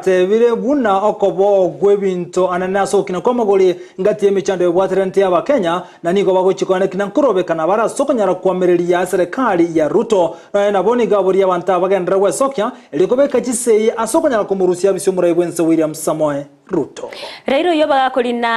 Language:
Gusii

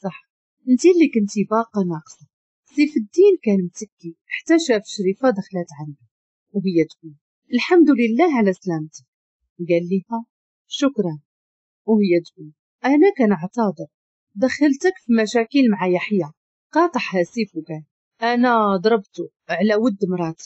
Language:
Moroccan Arabic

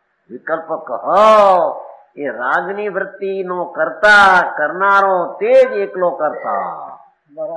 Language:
Gujarati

